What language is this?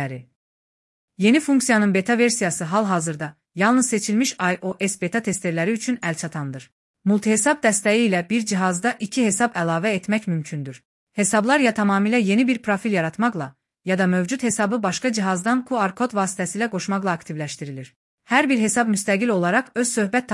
Azerbaijani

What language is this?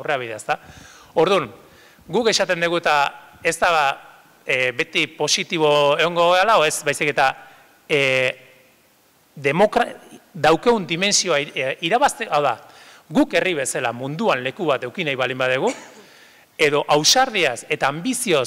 Basque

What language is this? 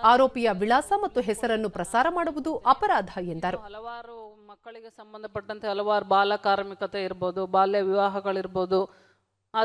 Kannada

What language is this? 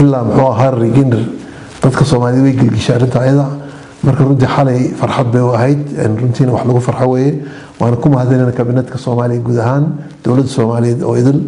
Somali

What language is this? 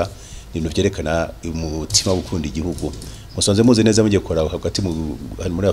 Rundi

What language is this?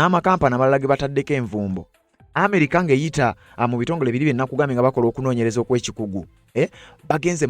Ganda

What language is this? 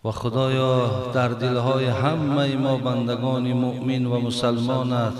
Tajik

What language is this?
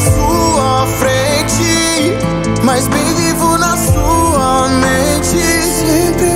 Portuguese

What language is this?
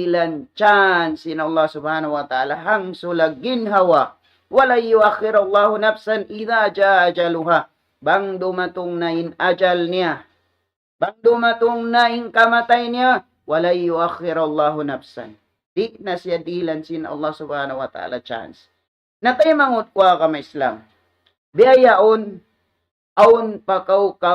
Tausug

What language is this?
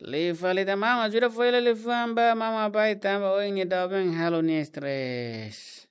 Tetum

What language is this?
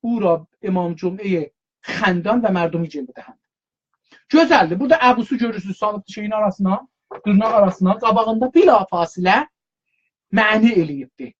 South Azerbaijani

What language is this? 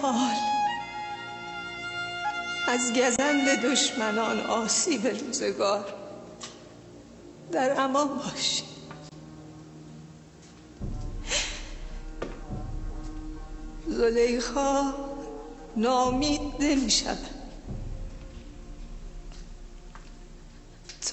Persian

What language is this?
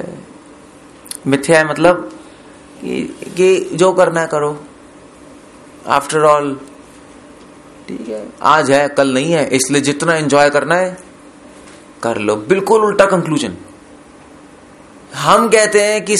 Hindi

